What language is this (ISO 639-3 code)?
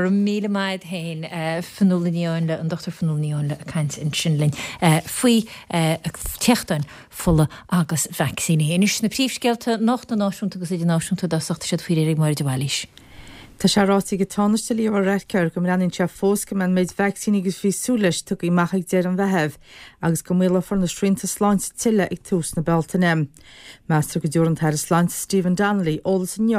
gle